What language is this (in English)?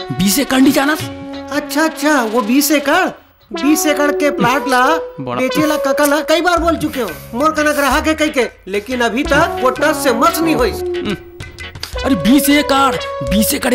Chhattisgarhi